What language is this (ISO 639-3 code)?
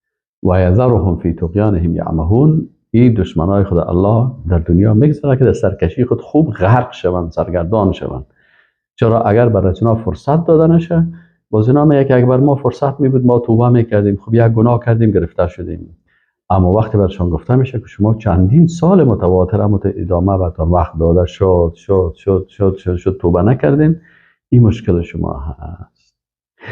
fas